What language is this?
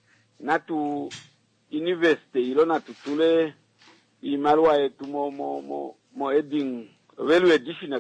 Kuanyama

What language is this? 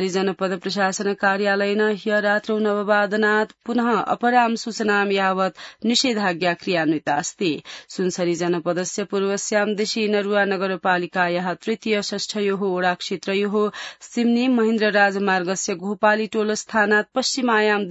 Sanskrit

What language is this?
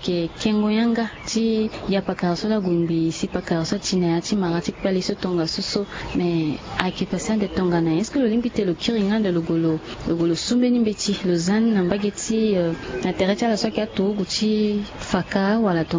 Sango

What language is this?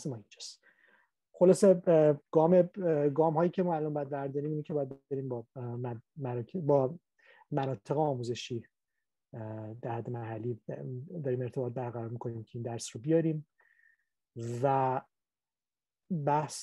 Persian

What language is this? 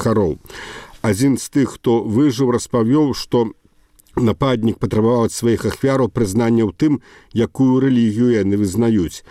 Belarusian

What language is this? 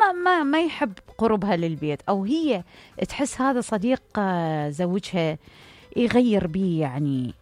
Mesopotamian Arabic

